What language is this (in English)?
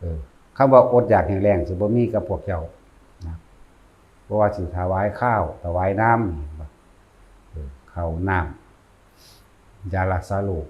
Northeastern Thai